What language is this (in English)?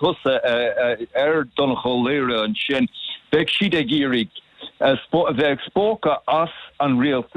Irish